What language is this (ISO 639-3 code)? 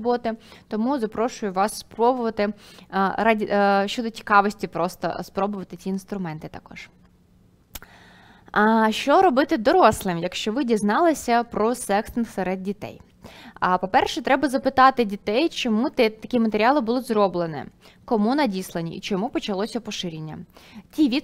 ukr